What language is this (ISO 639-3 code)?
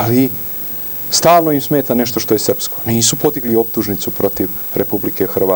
srp